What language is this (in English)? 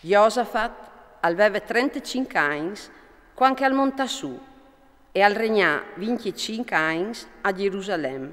Friulian